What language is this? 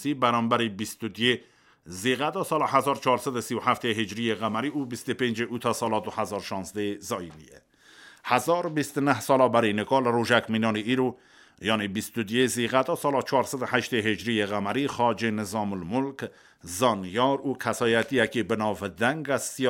Kurdish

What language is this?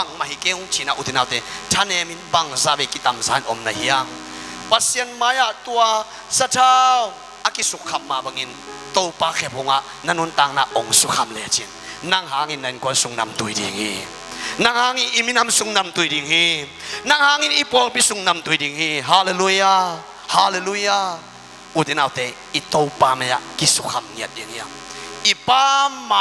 Tedim Chin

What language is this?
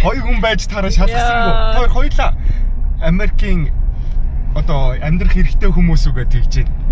Mongolian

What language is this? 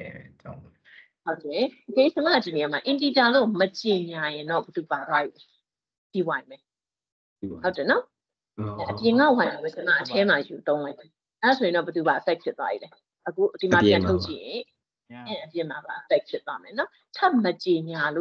Burmese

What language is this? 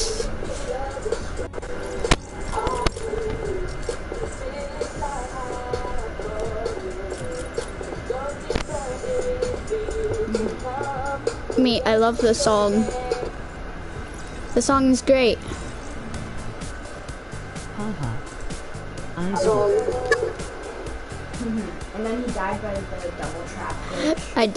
English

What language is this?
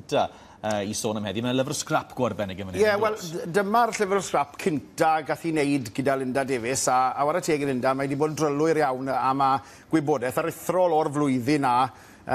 Welsh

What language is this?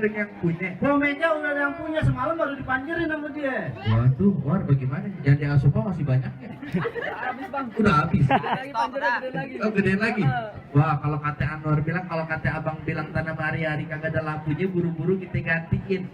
Betawi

